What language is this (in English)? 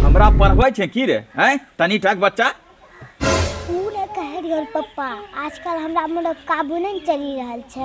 Angika